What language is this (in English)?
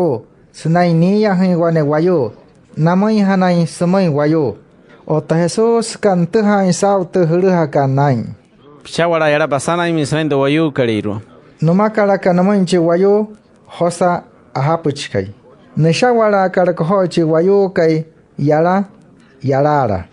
Wayuu